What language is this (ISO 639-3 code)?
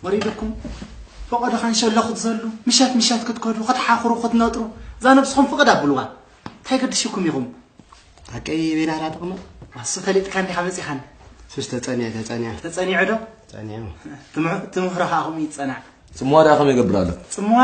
tir